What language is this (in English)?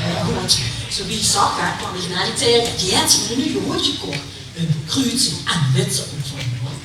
Limburgish